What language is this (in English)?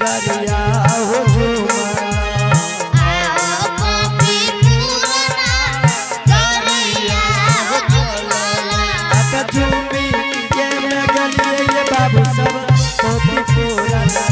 Angika